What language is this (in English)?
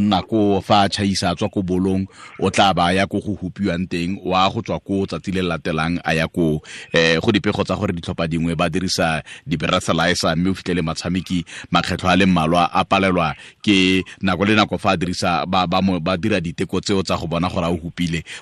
Tswana